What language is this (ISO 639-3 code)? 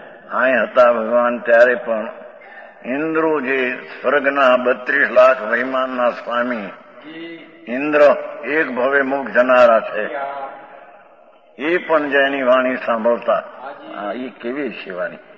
guj